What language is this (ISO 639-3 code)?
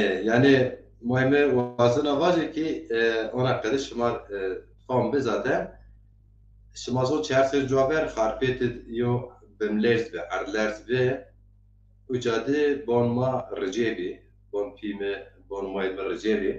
zza